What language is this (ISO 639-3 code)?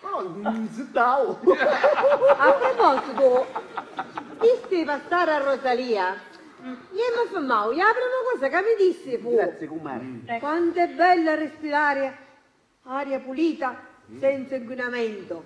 scn